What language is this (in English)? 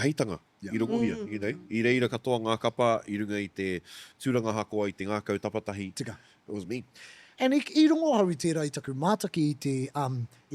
Māori